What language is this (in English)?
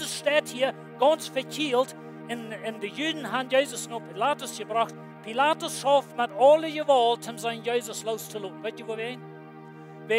Plautdietsch